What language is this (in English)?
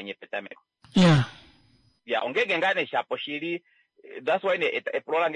Kuanyama